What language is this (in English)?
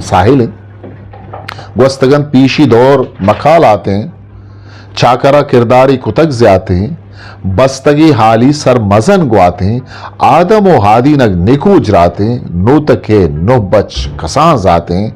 Eastern Balochi